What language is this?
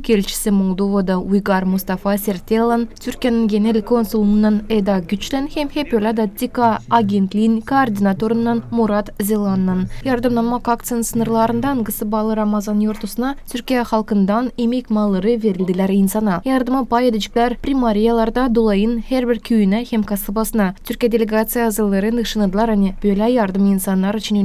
Gagauz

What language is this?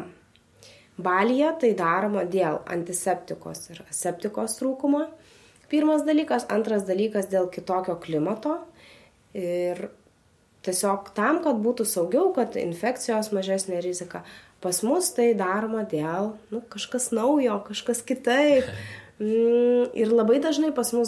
Lithuanian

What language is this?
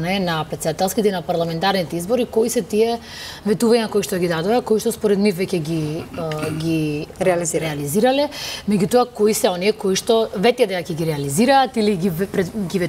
Macedonian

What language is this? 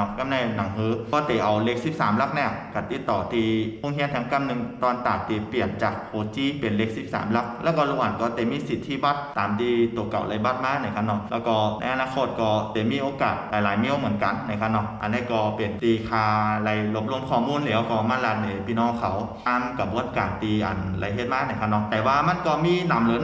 Shan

